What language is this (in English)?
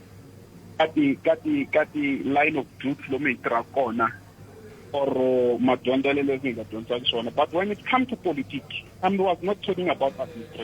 Tsonga